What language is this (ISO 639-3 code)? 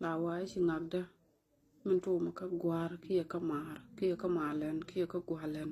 nus